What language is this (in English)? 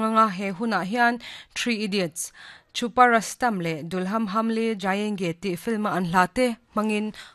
Mizo